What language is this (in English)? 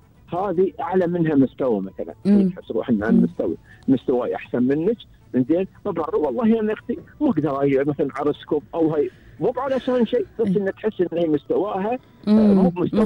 Gulf Arabic